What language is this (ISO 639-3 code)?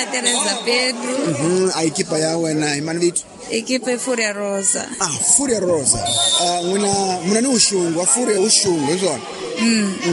tso